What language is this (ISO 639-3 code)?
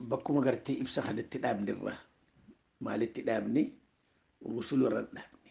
orm